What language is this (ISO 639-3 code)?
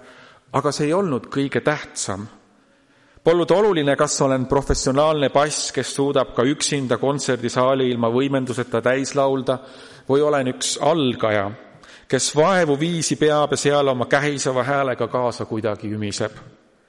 est